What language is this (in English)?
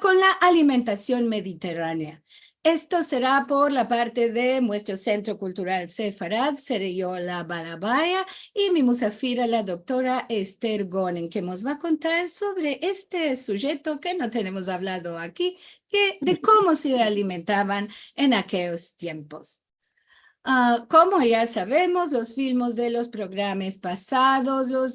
Ladino